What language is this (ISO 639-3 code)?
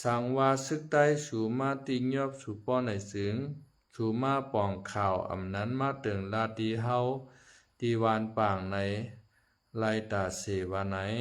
shn